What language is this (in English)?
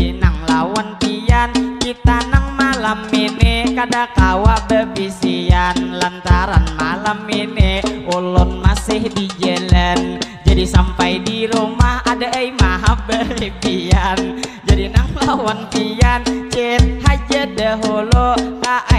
Banjar